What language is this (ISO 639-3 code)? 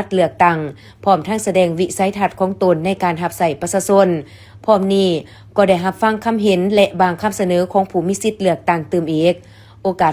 lao